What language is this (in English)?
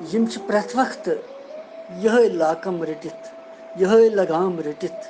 Kashmiri